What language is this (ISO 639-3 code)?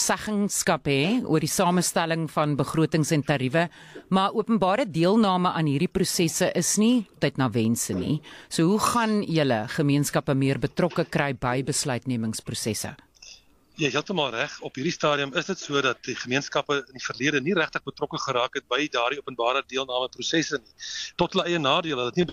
afr